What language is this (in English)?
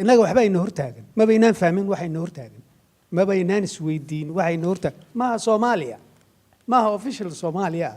Somali